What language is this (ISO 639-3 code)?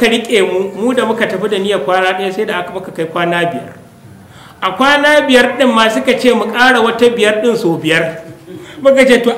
hau